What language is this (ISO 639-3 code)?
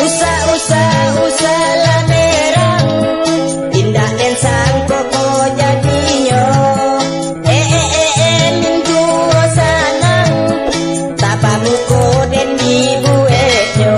min